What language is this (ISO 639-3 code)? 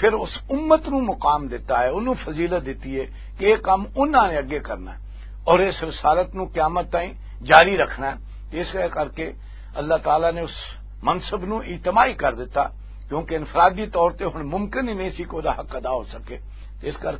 lah